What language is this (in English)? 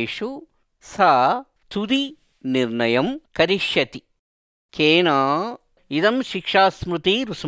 Sanskrit